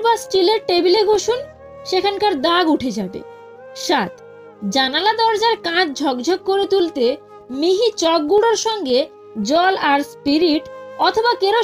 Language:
Bangla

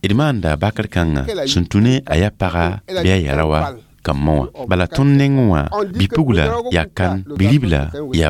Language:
Mossi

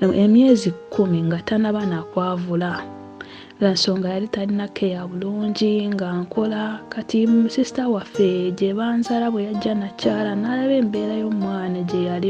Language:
Ganda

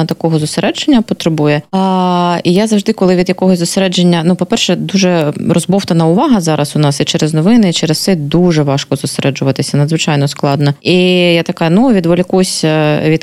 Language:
Ukrainian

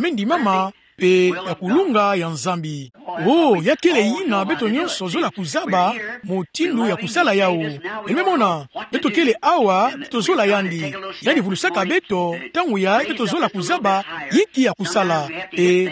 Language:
Kituba (Democratic Republic of Congo)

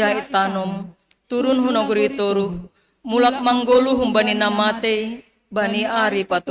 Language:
Batak Simalungun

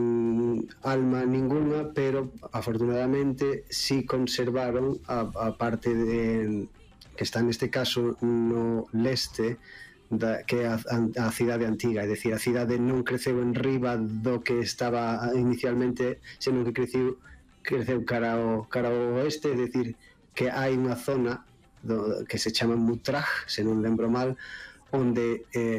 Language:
Galician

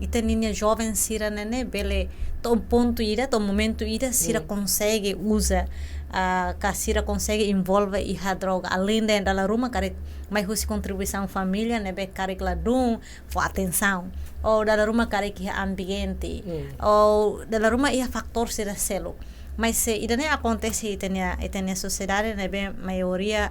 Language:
Tetum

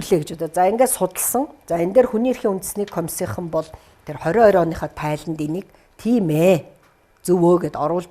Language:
Mongolian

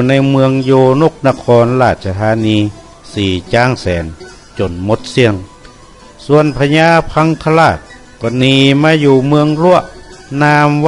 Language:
Northern Thai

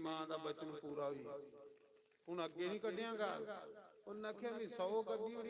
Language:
Dogri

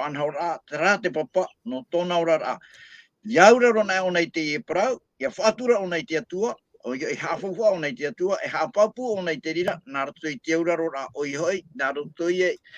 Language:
Tahitian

